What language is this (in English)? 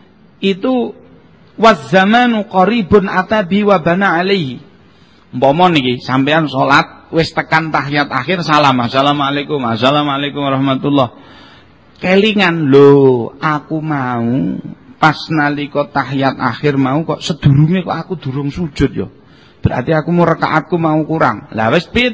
Javanese